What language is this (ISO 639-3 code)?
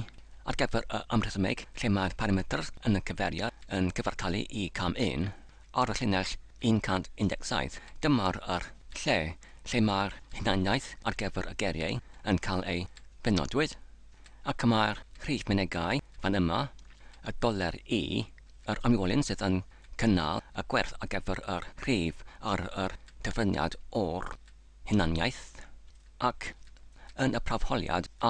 cym